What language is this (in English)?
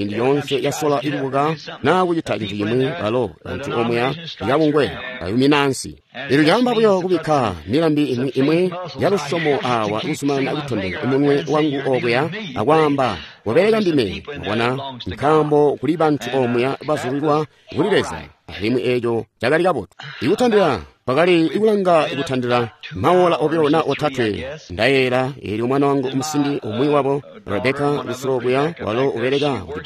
Tonga (Zambia)